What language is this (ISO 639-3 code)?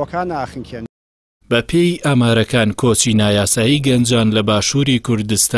ckb